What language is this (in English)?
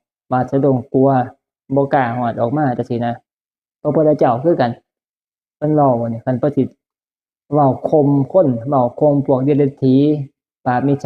Northeastern Thai